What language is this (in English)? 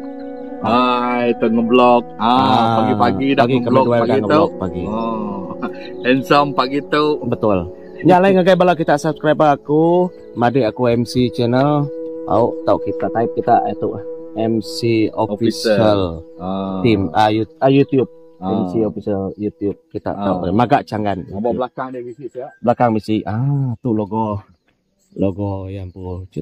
Iban